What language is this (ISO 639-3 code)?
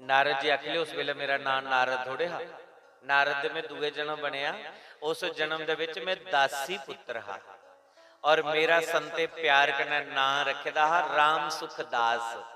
doi